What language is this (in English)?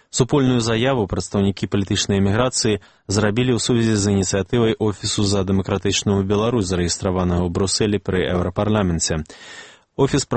Belarusian